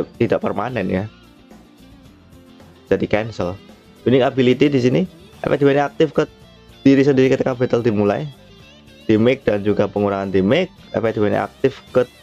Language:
Indonesian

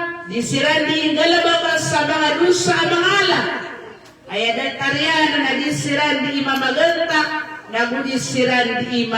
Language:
Maranao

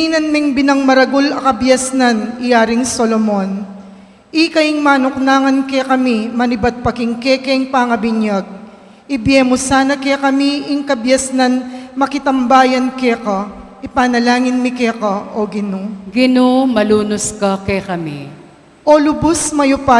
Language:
Pampanga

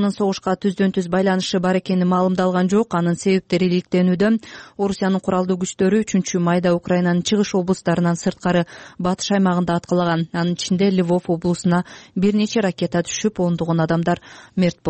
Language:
Kyrgyz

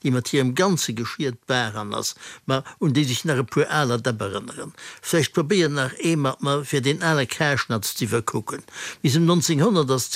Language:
Luxembourgish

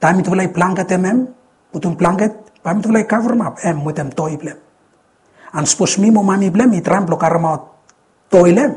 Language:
Bislama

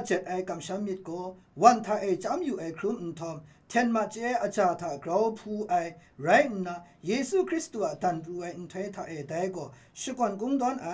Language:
Kachin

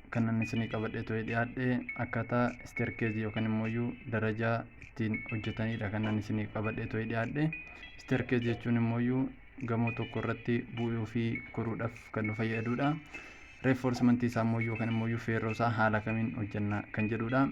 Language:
Oromo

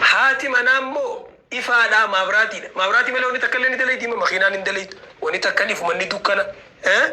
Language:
Oromo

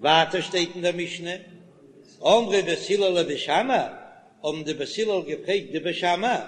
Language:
Yiddish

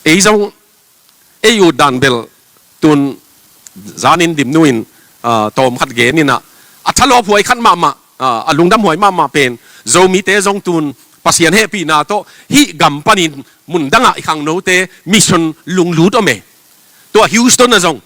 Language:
Tedim Chin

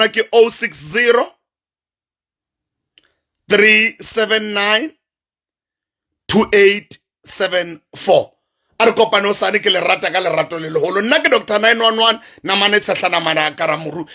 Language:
Southern Sotho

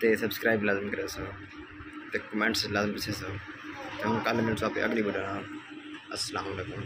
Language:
Saraiki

